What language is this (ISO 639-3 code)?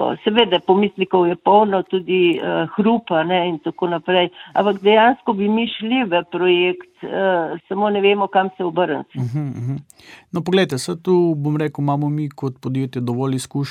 slv